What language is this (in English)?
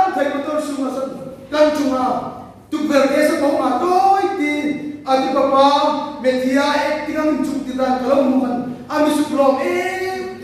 Hmar